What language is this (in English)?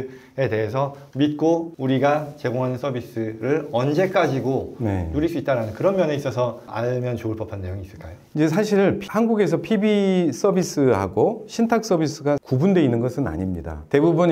Korean